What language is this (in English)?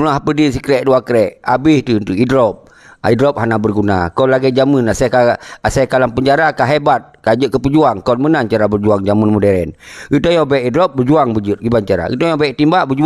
Achinese